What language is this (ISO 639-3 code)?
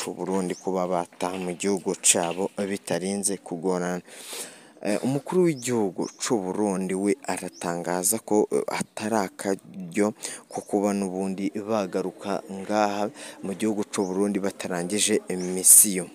run